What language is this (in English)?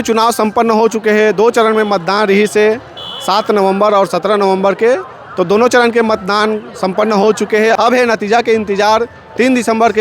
Chhattisgarhi